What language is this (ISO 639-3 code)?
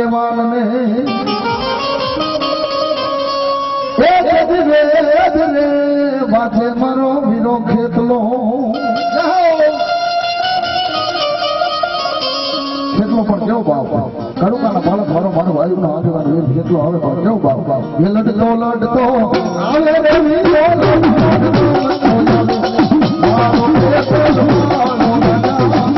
guj